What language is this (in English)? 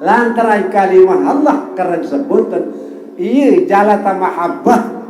Sasak